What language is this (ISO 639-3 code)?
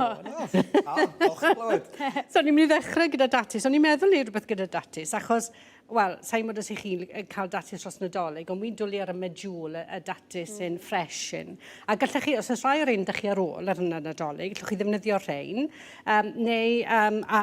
cym